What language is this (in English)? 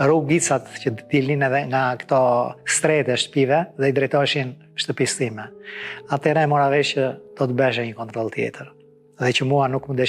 Albanian